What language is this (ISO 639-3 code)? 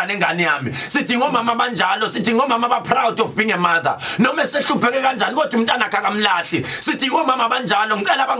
zul